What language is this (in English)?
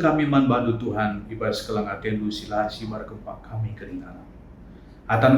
Batak Karo